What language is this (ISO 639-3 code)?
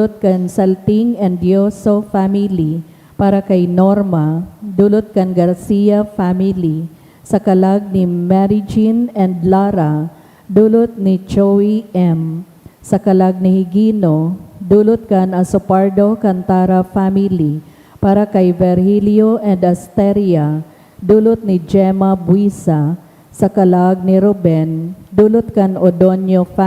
bik